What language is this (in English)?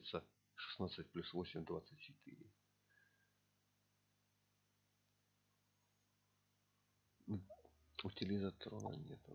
Russian